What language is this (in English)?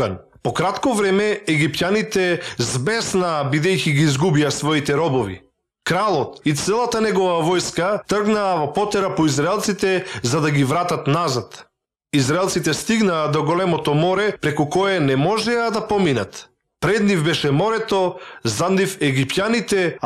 Macedonian